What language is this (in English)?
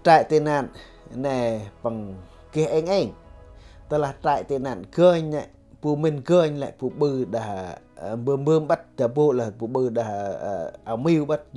Central Mnong